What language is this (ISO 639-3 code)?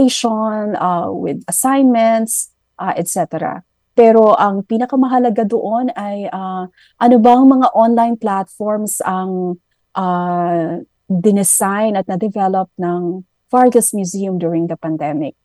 fil